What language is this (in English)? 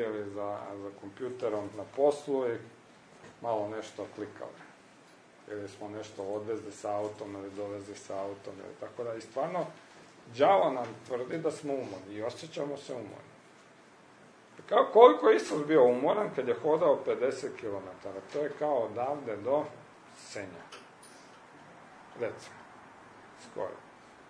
Croatian